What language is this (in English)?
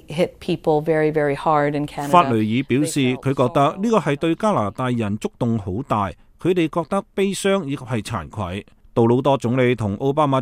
Cantonese